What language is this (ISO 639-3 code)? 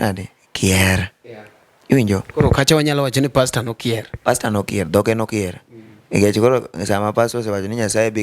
luo